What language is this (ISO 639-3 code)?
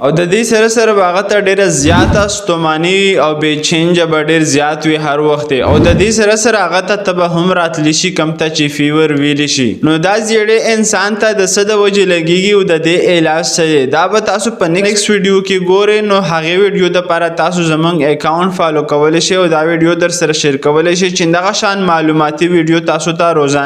pus